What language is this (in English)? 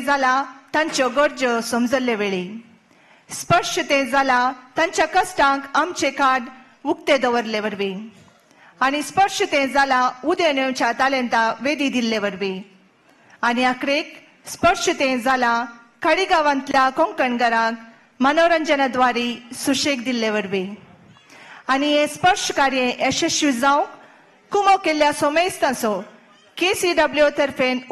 Konkani